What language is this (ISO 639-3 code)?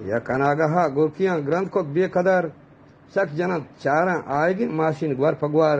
bgp